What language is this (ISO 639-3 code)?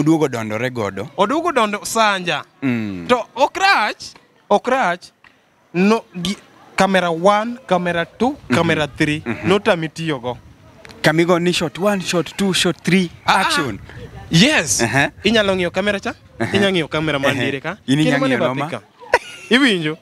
luo